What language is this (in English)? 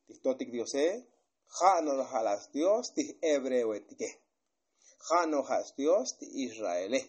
Tzotzil